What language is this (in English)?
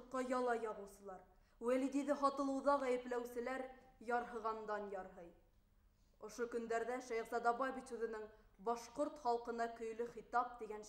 Bashkir